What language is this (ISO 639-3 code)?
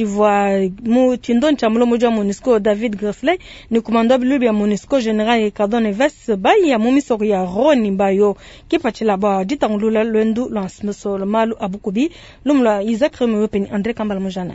lua